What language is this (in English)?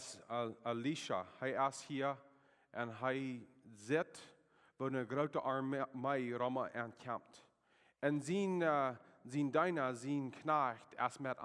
Plautdietsch